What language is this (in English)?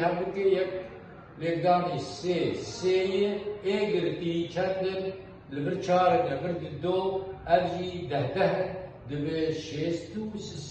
Kurdish